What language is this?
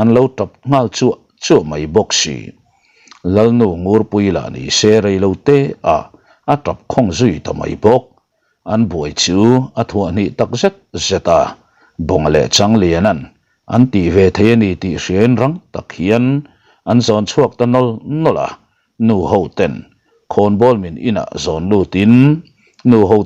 Mizo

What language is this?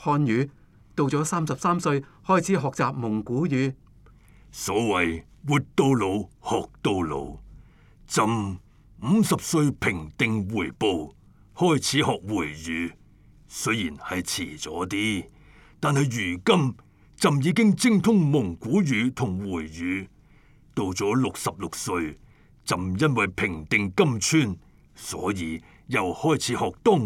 Cantonese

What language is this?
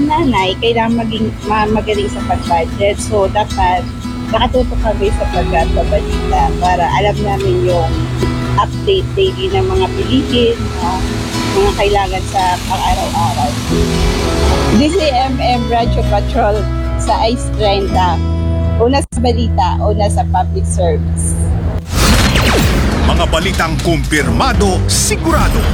Filipino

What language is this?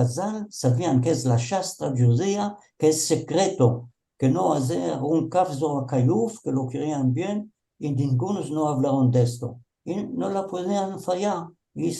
Ladino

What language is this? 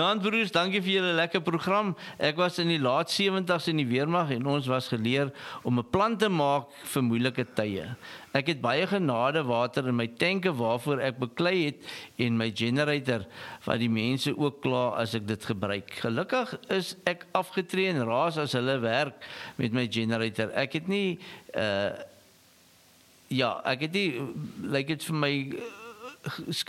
Afrikaans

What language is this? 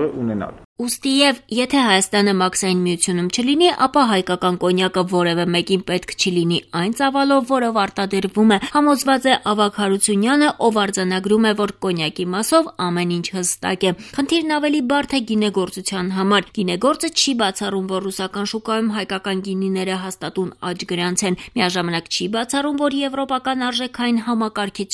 Armenian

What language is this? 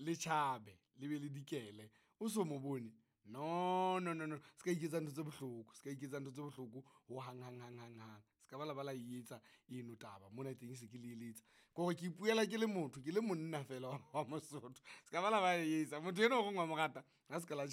Southern Sotho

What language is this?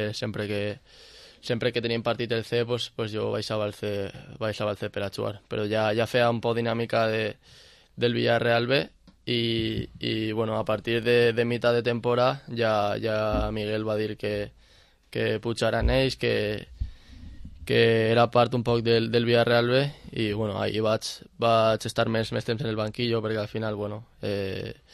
Catalan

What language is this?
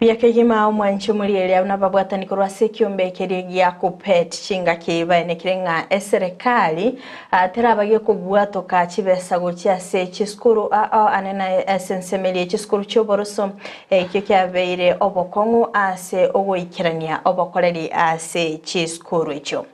Gusii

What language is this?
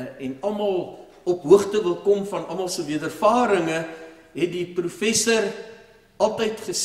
Afrikaans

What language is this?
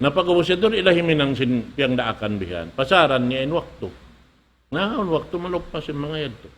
Tausug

